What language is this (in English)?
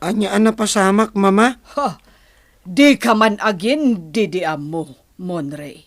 Iloko